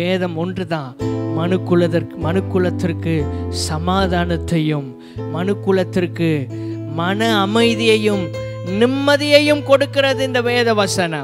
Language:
Tamil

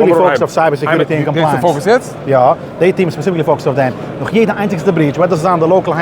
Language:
Yiddish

